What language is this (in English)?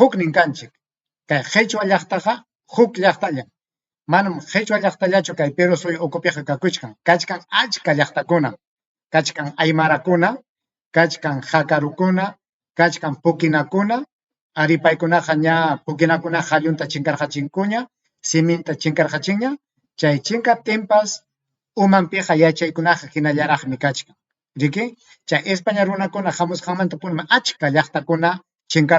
Ayacucho Quechua